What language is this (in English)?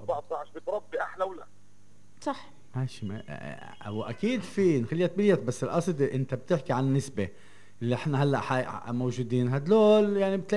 North Levantine Arabic